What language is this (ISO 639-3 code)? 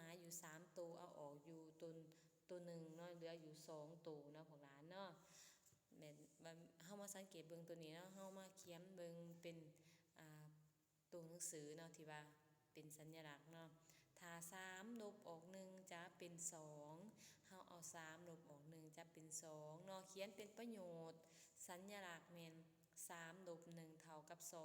lao